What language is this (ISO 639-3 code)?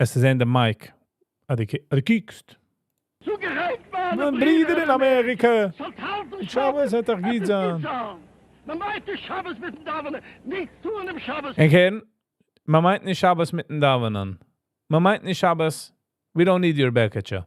yid